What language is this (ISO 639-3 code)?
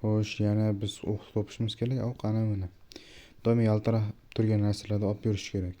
uzb